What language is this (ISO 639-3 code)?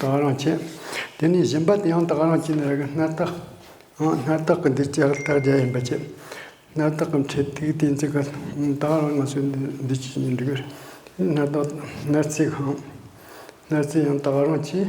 bod